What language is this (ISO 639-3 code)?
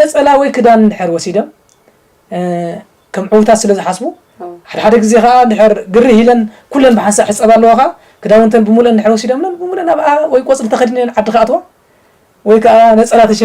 tir